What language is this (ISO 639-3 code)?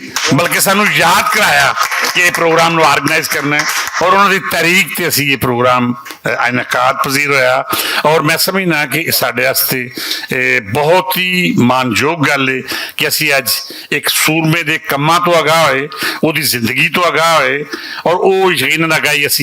lah